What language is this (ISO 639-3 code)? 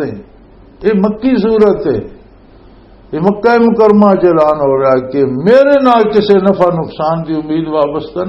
lah